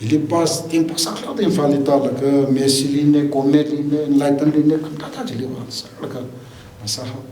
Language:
Tangkhul Naga (India)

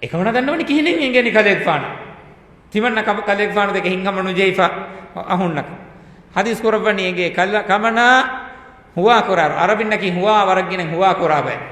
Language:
Divehi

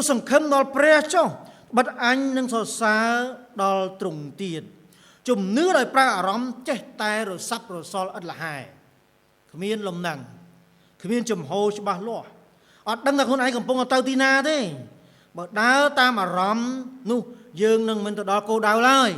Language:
Khmer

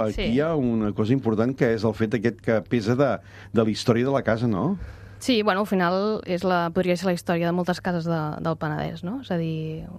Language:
Catalan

